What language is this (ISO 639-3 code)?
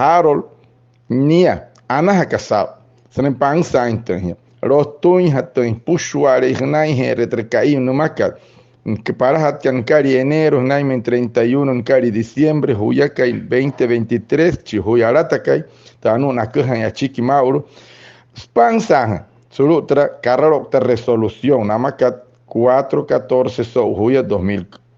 guc